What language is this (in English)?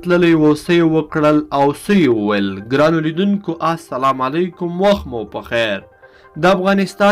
Pashto